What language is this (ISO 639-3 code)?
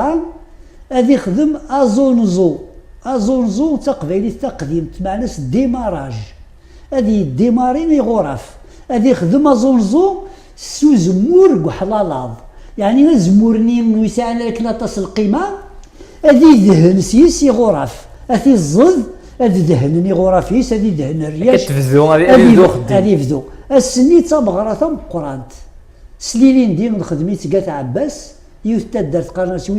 kab